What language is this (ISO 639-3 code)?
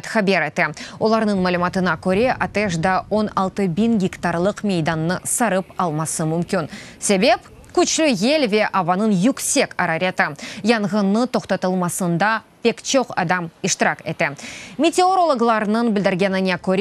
crh